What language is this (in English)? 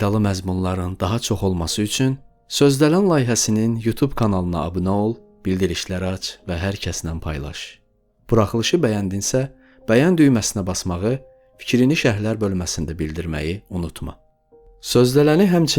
Azerbaijani